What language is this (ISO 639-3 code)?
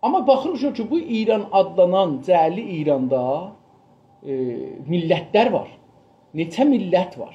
azb